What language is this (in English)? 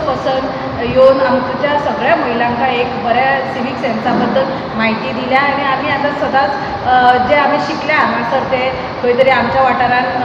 Konkani